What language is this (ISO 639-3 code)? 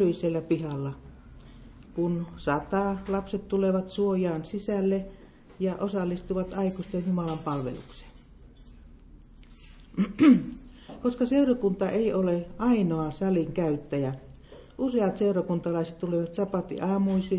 fin